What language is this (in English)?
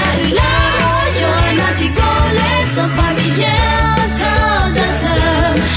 Akha